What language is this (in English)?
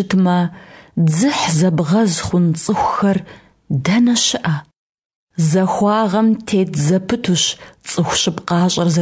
Kabardian